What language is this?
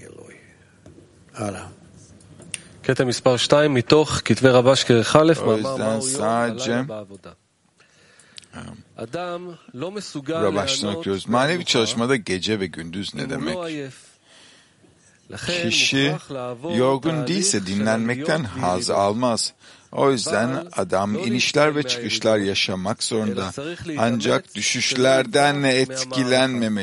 Turkish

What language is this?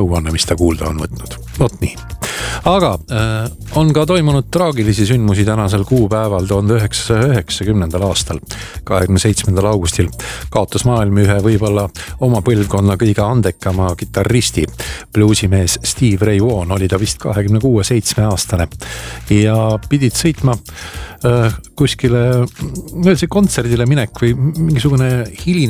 Estonian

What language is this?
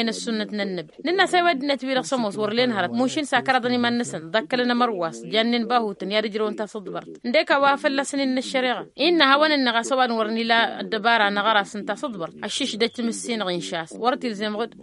Tamasheq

